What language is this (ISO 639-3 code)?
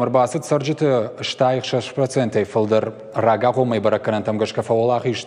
oss